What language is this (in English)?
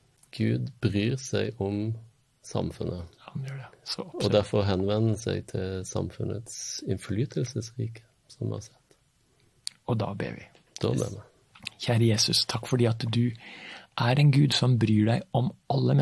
Norwegian